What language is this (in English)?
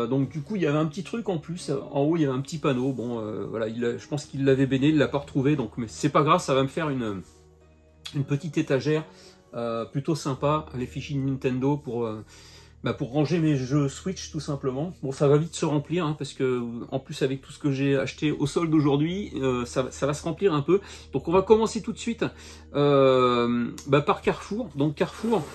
French